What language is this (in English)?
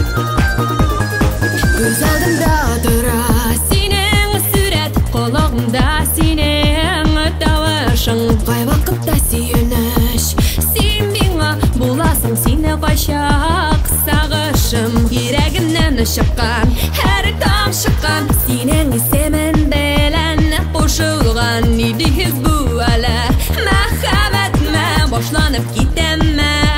Tatar